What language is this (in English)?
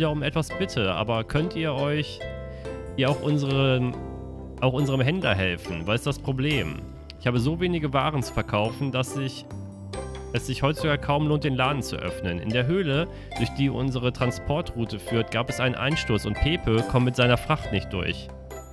German